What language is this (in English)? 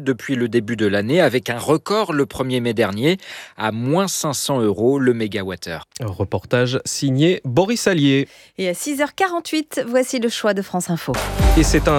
French